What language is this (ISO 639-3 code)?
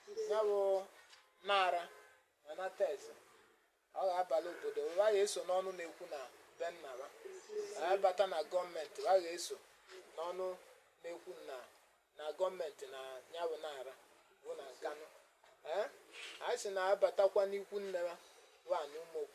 ibo